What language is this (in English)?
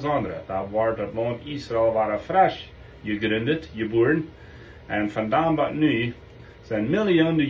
Plautdietsch